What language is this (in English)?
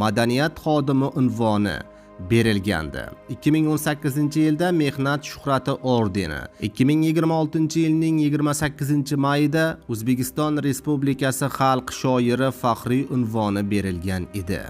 Uzbek